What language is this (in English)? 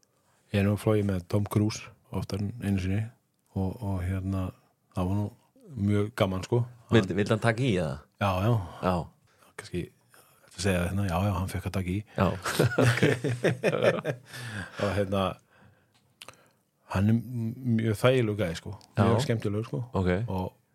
Icelandic